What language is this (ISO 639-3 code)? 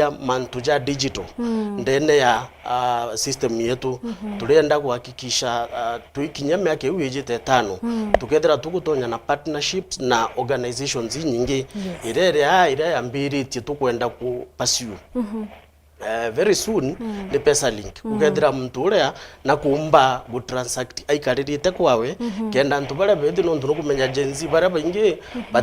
mer